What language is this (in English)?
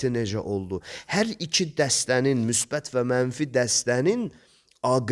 Azerbaijani